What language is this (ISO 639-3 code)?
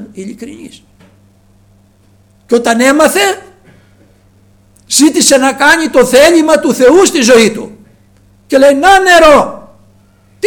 ell